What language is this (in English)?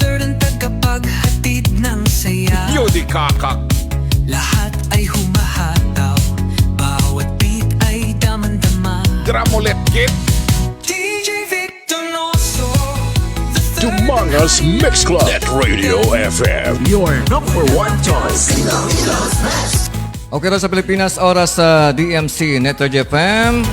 Hiligaynon